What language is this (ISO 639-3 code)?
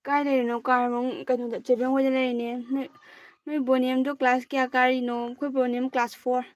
mni